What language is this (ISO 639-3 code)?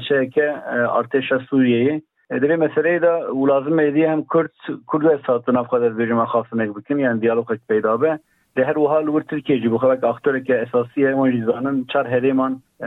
kur